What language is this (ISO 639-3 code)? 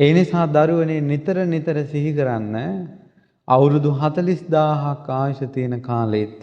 sin